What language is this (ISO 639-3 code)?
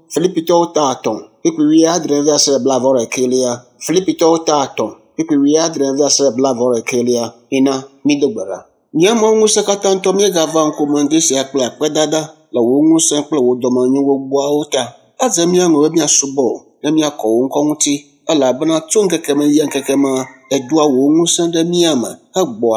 ewe